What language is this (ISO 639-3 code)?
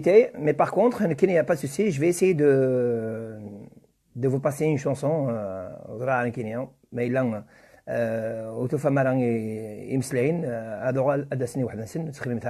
kab